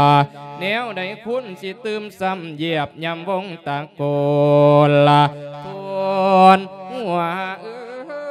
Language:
Lao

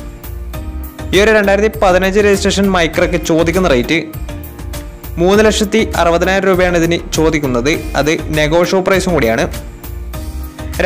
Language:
Malayalam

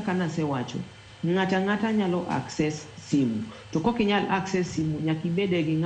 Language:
Luo (Kenya and Tanzania)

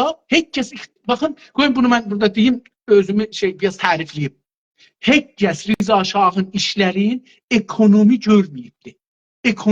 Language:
South Azerbaijani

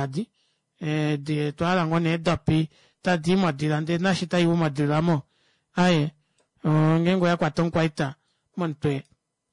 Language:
Kuanyama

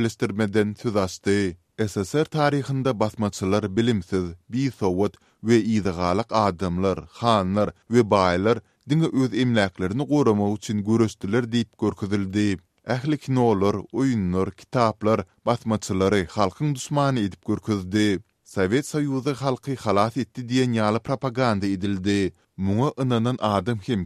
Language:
Turkmen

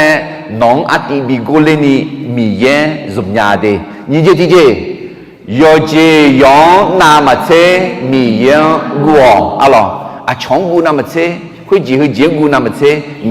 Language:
Akha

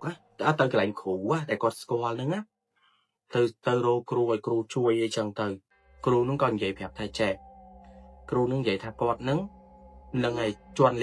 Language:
Khmer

